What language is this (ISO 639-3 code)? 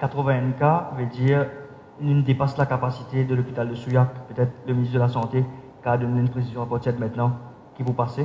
mfe